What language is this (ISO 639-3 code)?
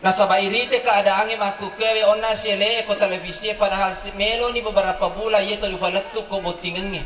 bug